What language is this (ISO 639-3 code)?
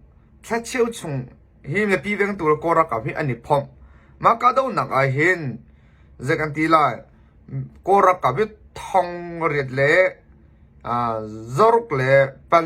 cnh